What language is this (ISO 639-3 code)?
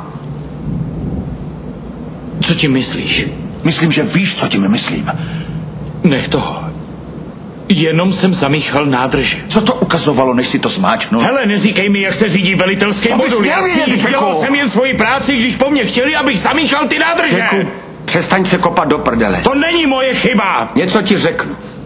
ces